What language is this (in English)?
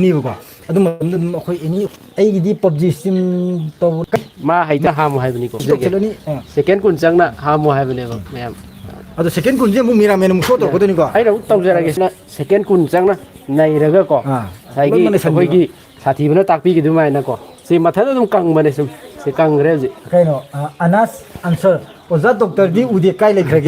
Manipuri